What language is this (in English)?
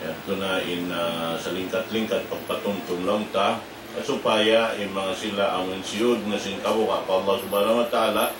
Tausug